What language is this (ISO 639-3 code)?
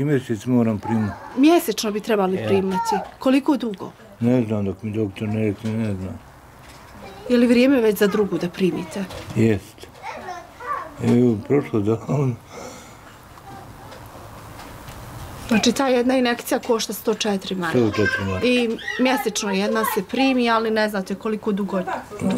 bos